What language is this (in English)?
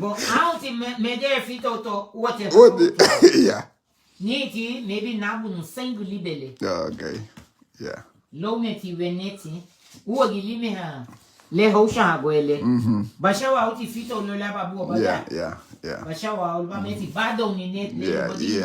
Garifuna